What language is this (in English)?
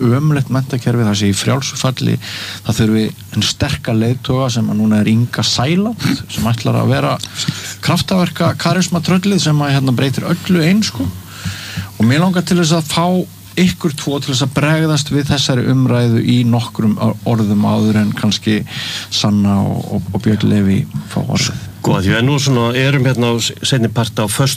Icelandic